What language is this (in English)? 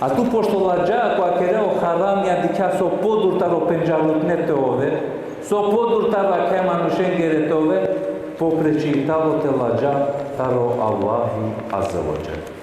Balkan Romani